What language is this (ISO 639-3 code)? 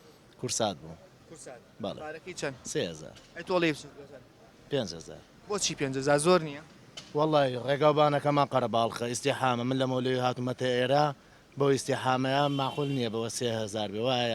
ckb